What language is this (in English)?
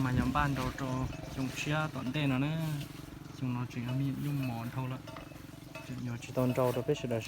Hmong